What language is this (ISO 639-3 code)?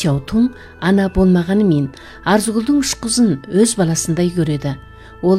kaz